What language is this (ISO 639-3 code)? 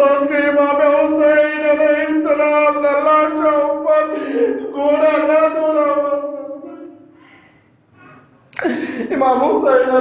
guj